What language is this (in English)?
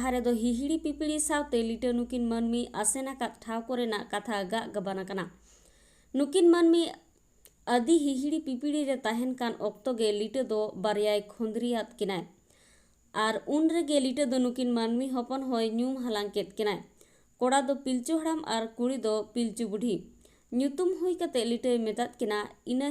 Santali